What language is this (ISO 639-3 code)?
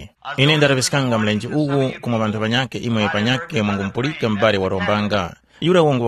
tum